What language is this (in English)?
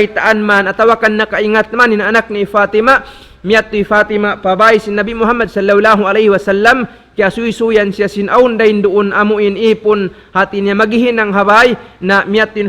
Tausug